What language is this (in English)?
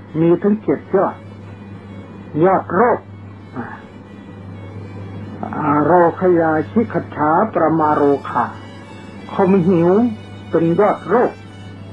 Thai